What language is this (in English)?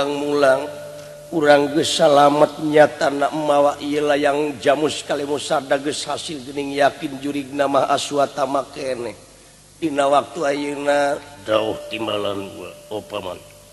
Sundanese